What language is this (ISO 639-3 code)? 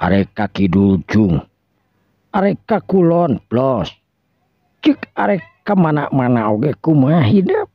sun